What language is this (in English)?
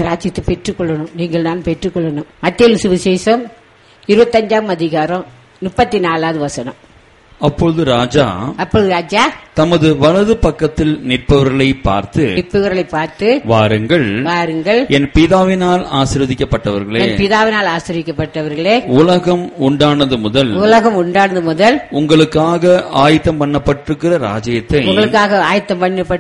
Tamil